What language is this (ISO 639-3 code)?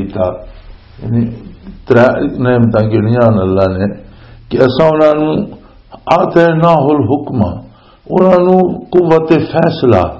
lah